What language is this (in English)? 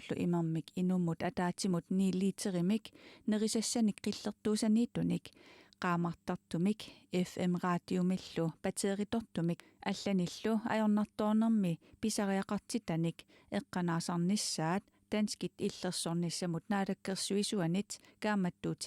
Kalaallisut